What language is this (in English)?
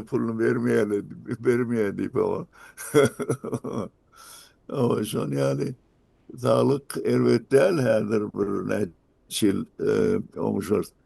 Turkmen